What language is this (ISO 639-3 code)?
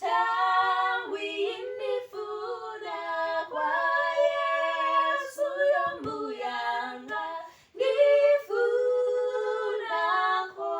nya